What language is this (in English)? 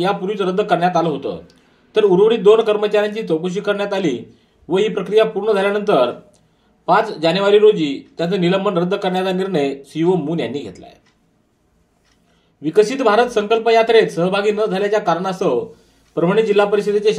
Marathi